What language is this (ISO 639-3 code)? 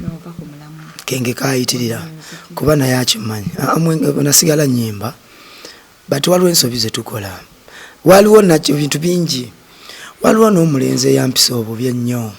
lug